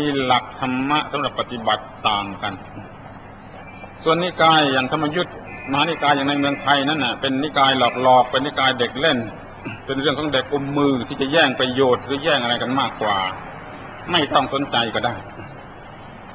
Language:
Thai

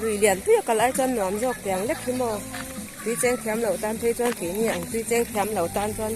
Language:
Mizo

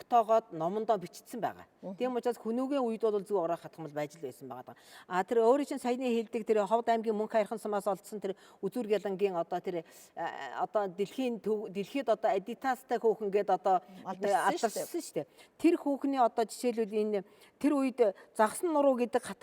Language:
Mongolian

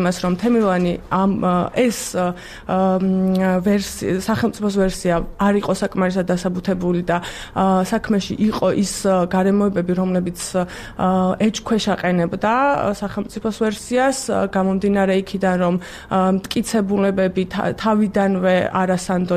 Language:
Georgian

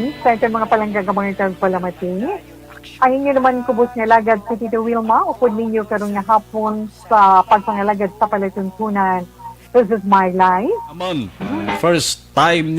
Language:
Hiligaynon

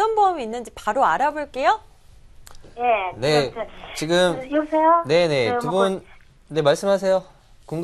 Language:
Korean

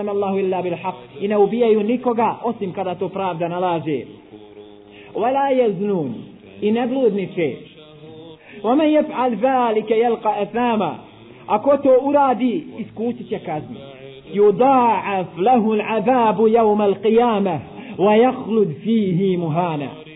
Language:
Bosnian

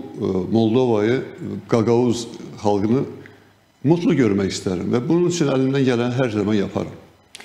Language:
Gagauz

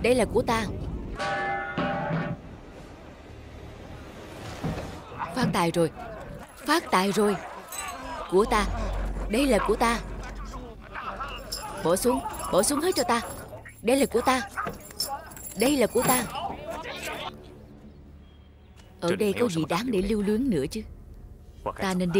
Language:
Vietnamese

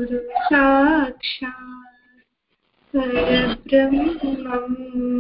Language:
Telugu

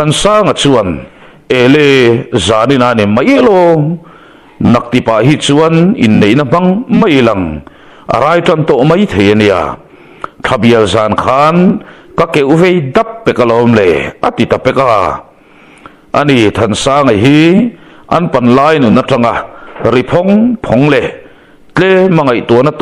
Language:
Mizo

